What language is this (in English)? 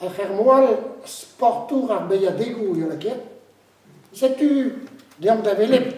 Breton